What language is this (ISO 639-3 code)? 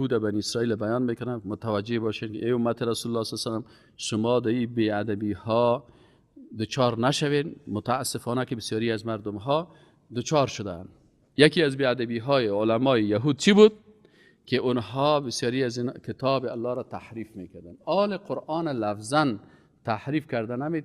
fas